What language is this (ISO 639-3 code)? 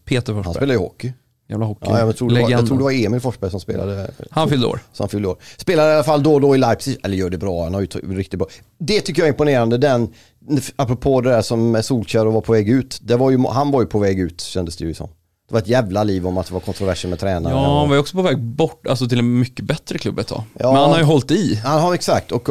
swe